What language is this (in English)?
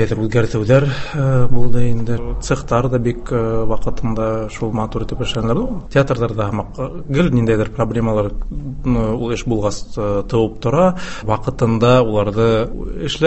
Tatar